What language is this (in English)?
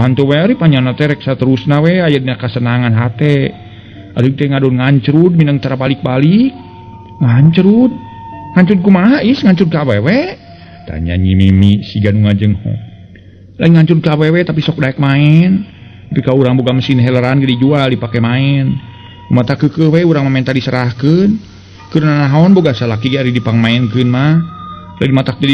Sundanese